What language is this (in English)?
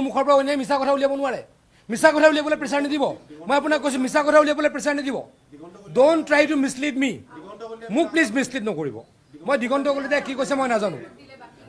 Assamese